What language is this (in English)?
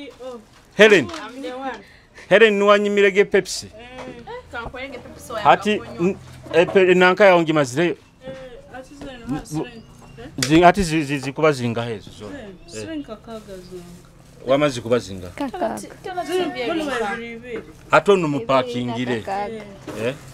Nyoro